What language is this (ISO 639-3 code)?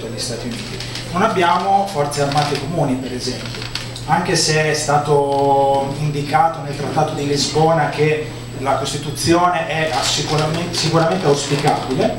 ita